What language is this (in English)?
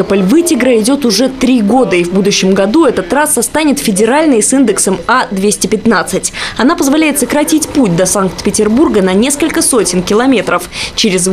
Russian